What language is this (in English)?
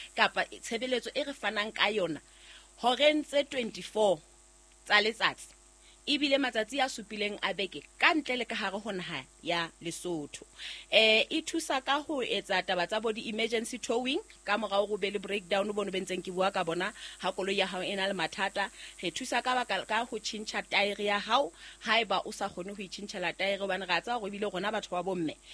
Southern Sotho